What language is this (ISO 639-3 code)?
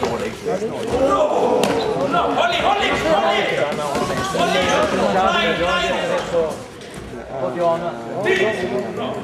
swe